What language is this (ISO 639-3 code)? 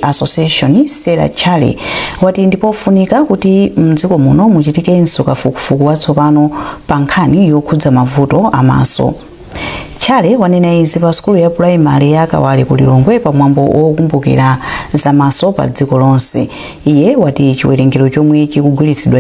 nya